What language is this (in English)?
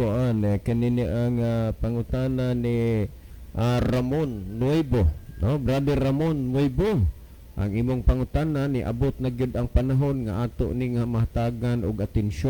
Cebuano